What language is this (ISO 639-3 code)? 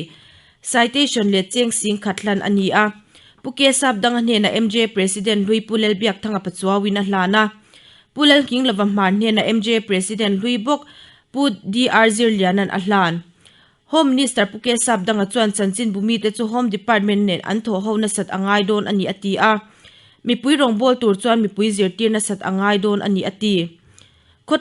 lus